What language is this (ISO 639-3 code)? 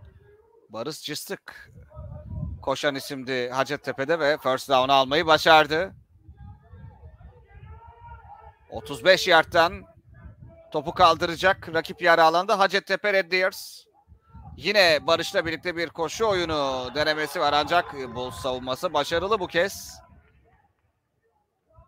tur